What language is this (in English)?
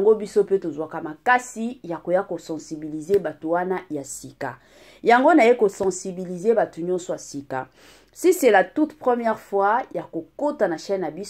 Lingala